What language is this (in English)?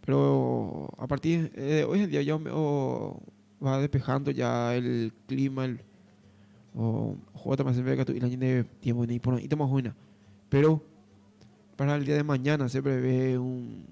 Guarani